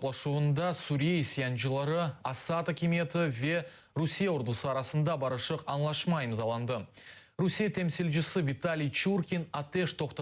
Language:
Crimean Tatar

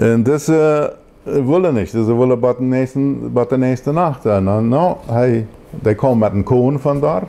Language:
Plautdietsch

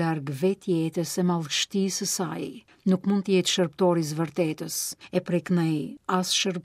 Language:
Albanian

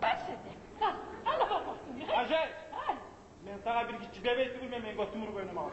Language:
Kumyk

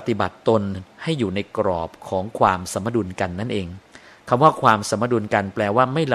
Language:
Thai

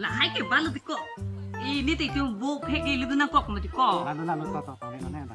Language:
Karbi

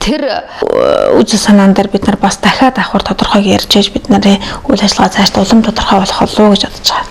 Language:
Mongolian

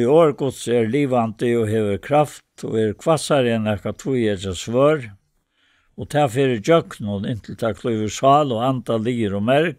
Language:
Faroese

